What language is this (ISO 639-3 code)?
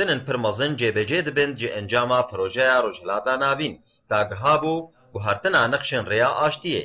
kur